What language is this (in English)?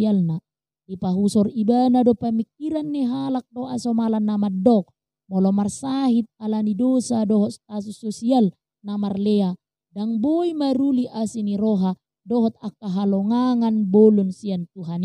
Batak Toba